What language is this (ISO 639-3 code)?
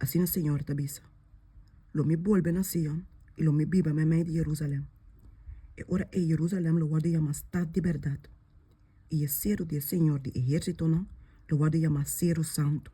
pap